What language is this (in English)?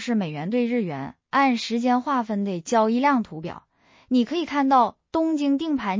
Chinese